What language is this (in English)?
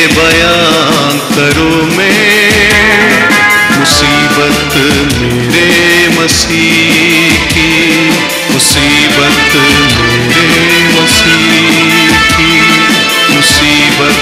Hindi